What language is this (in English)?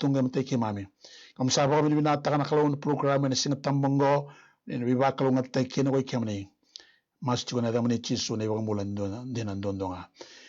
Fijian